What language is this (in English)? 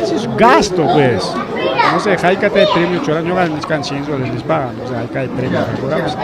Ayacucho Quechua